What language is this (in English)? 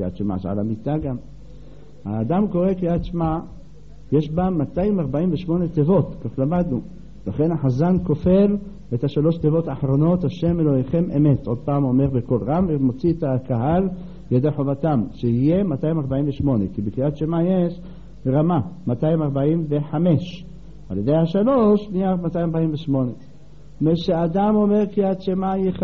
Hebrew